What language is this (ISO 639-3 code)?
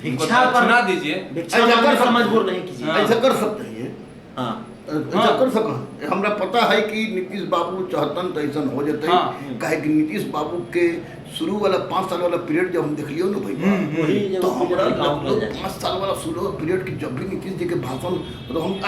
mag